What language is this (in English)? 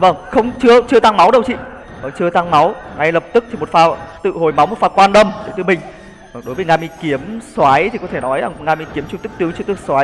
Vietnamese